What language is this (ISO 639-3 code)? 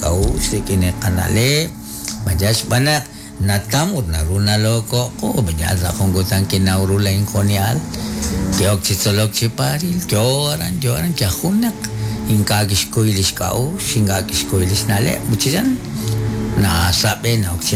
kek